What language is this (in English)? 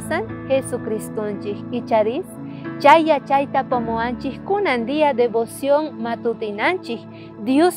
South Bolivian Quechua